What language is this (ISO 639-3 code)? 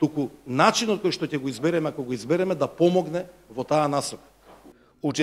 mkd